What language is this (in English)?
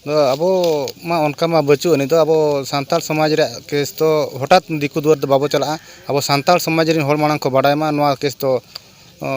Santali